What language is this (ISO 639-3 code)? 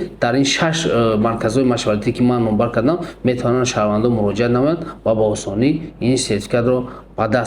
tgk